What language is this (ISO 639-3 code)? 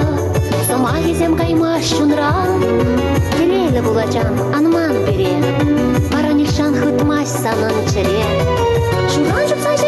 chv